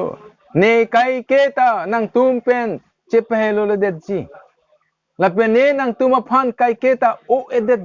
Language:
Karbi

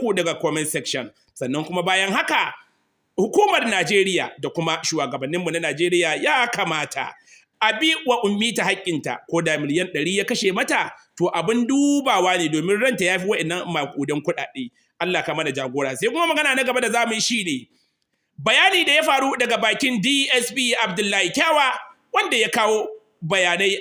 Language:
Hausa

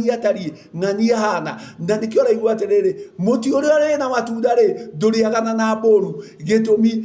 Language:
Kikuyu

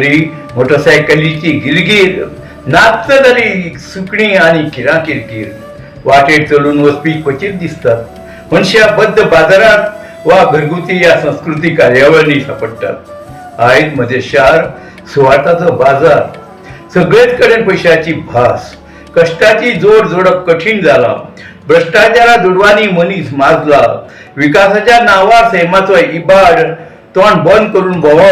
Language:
Konkani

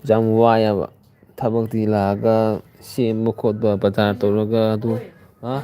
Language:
Manipuri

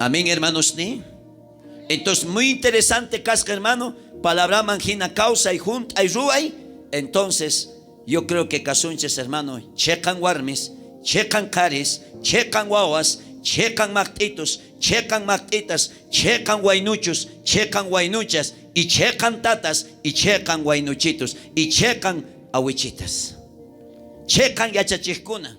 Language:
South Bolivian Quechua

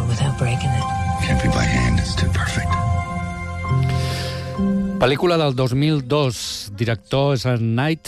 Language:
Catalan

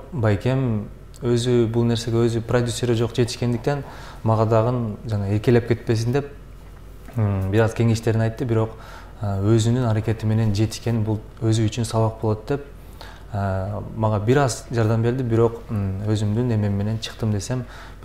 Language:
Kyrgyz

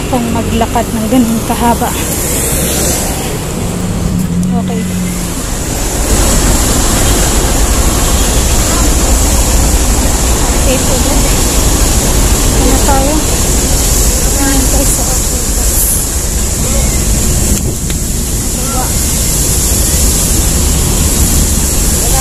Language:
Filipino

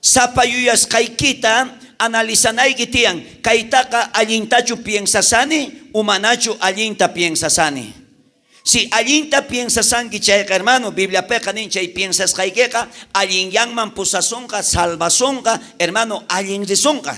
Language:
South Bolivian Quechua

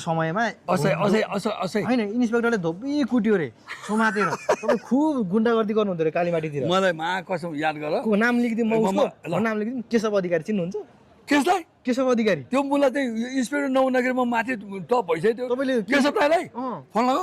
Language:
Nepali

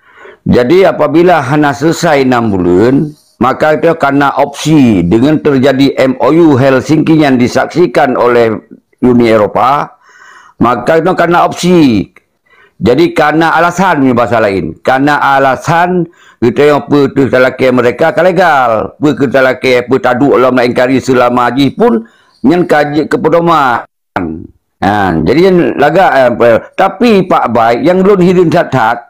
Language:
Achinese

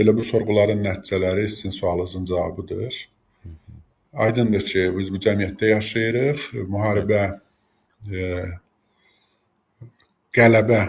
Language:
Azerbaijani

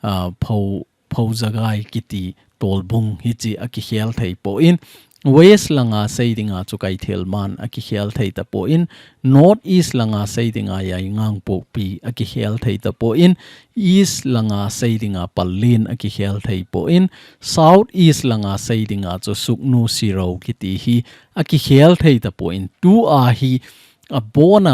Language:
Thado Chin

